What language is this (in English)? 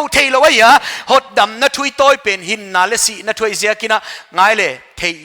Paite Chin